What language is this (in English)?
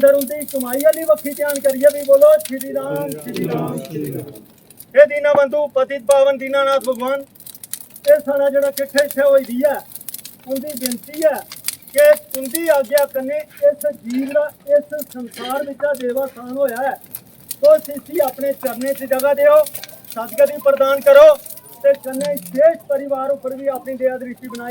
Dogri